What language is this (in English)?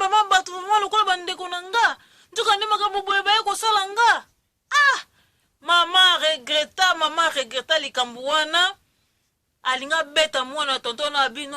Lingala